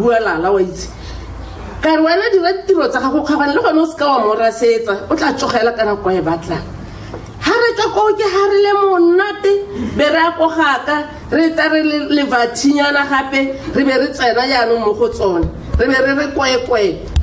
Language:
Tswana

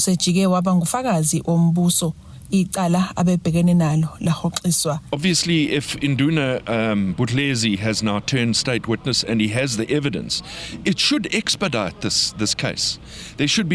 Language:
Zulu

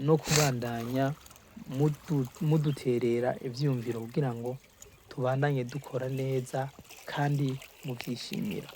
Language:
Rundi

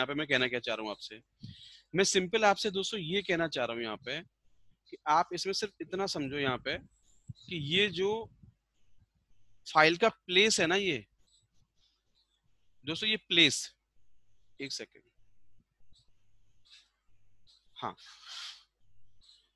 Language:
Hindi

